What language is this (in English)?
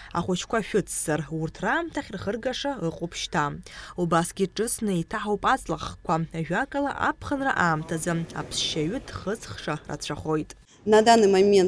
Abkhazian